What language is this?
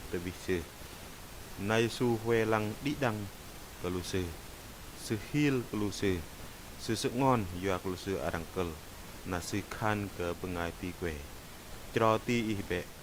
Bahnar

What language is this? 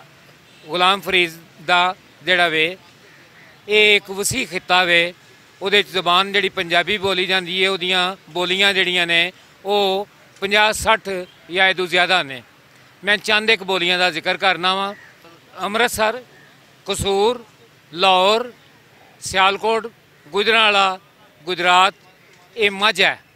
Western Panjabi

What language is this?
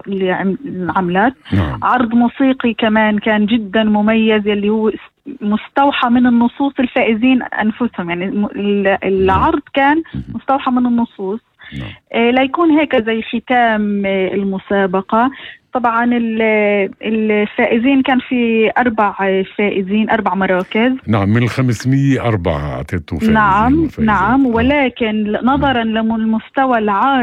North Levantine Arabic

